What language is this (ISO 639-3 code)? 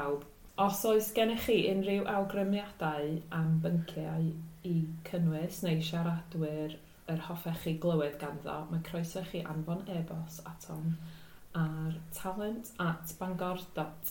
cym